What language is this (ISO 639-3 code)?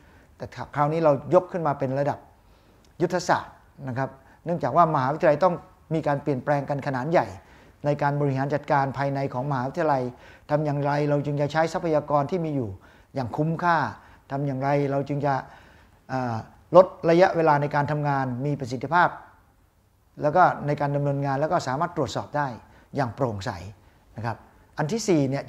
tha